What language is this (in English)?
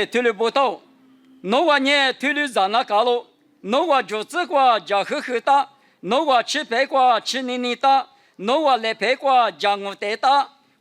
Lisu